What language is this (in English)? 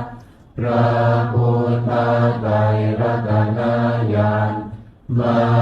Pali